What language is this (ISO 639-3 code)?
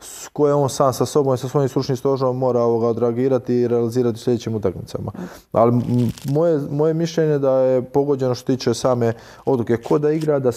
hrv